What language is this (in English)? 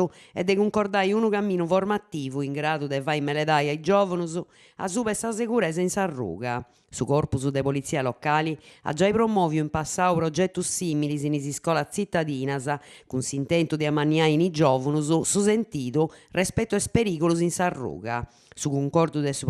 Sardinian